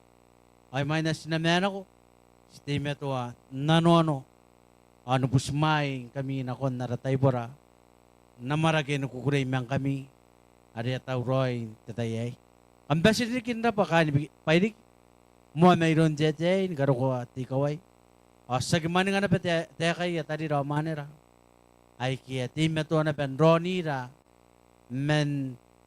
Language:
Gilbertese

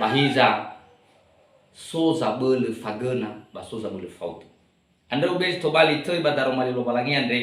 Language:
Nias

